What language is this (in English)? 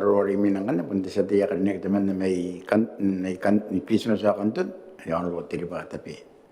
Gilbertese